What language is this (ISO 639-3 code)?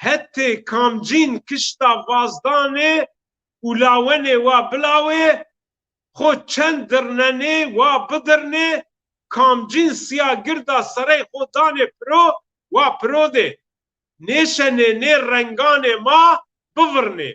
zza